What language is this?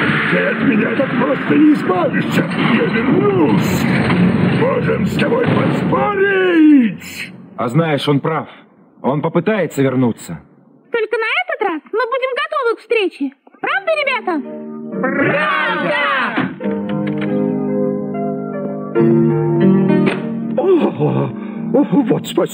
Russian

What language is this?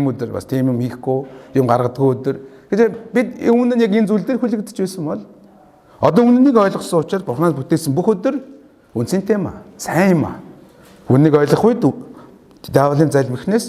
Mongolian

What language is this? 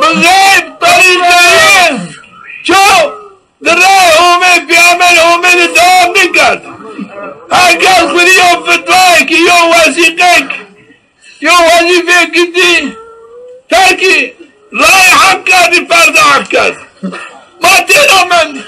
Zaza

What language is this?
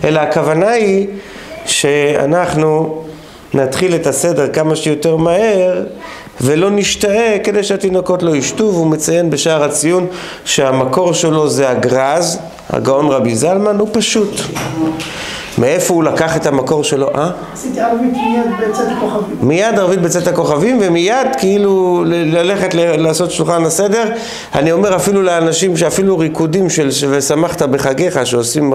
Hebrew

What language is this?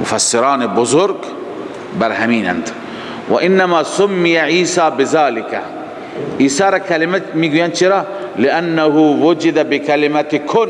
Persian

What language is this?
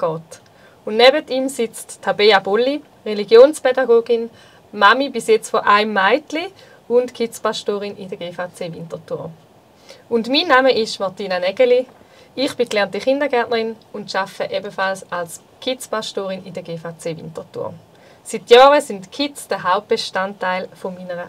Swiss German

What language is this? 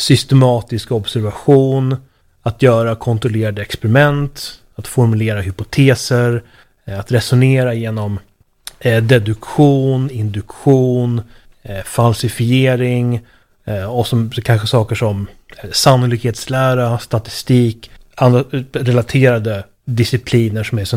Swedish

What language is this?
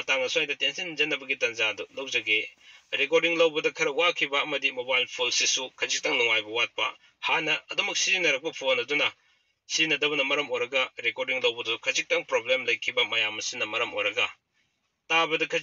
Manipuri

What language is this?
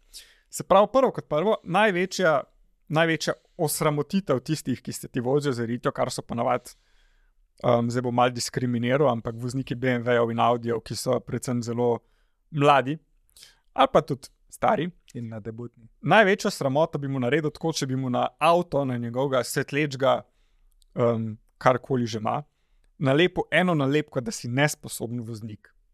Slovenian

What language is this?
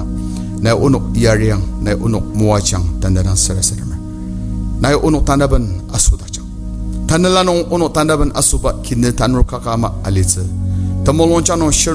Ao Naga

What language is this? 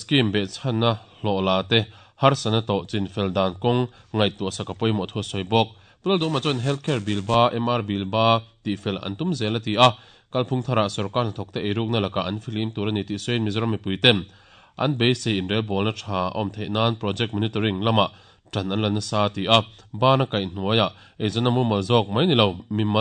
Mizo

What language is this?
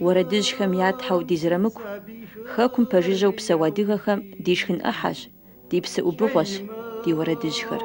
Kabardian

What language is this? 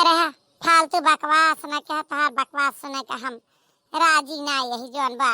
Awadhi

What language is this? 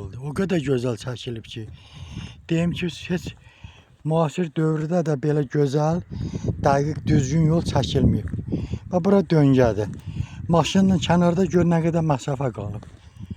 Azerbaijani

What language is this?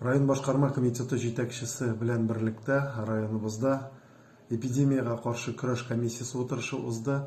Tatar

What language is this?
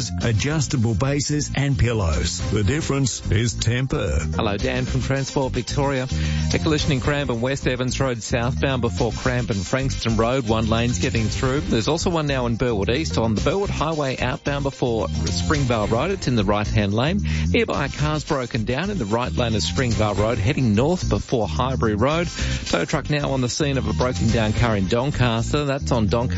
English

